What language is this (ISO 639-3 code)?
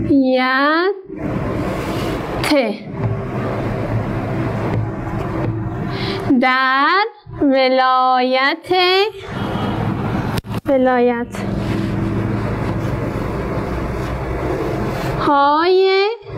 fas